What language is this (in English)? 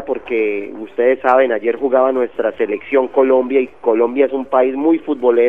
Spanish